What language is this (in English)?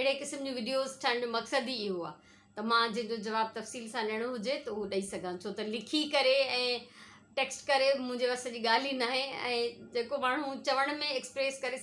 Sindhi